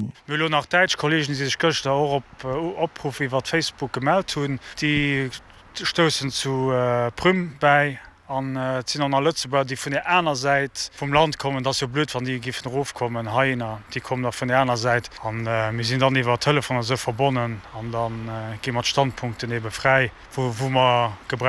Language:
Luxembourgish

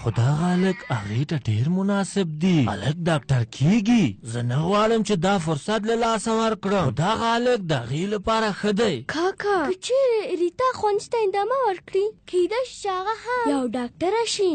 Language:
Pashto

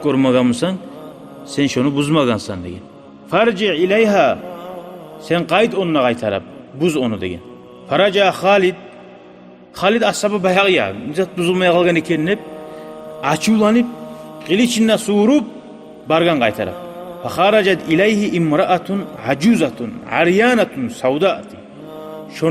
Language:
Kumyk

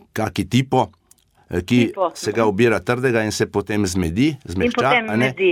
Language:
Slovenian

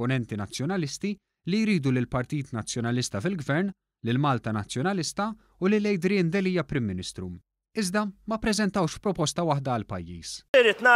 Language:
Maltese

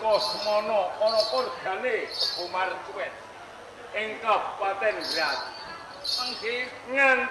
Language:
Javanese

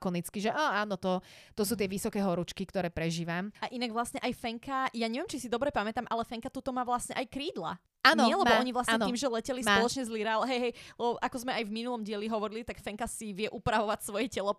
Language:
Slovak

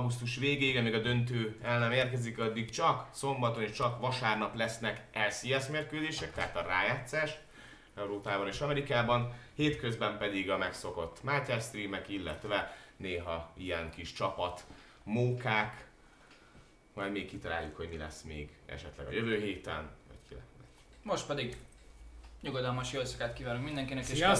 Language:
Hungarian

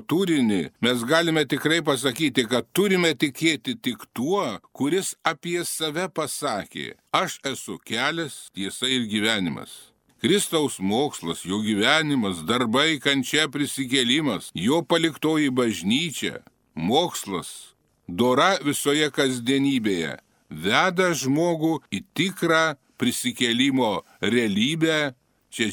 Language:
Lithuanian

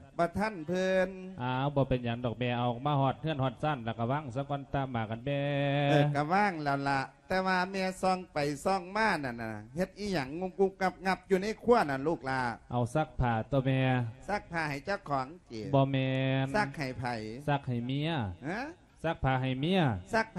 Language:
Lao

